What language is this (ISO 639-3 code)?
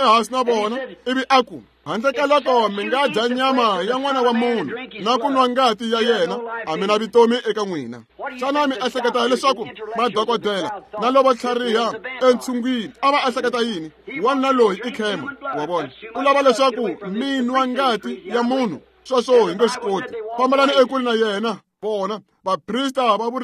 tso